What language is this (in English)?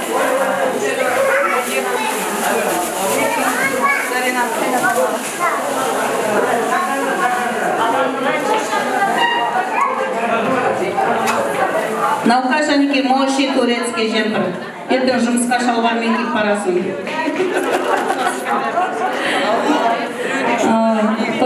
Kara-Kalpak